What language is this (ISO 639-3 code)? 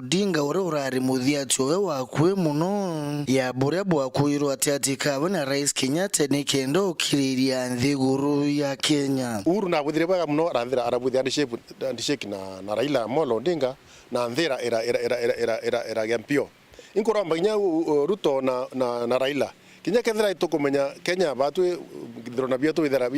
mer